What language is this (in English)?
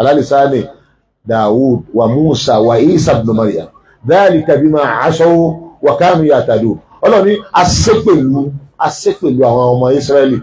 Yoruba